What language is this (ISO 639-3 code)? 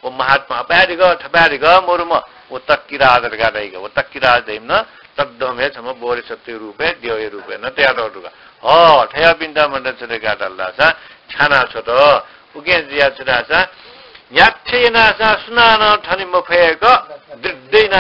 new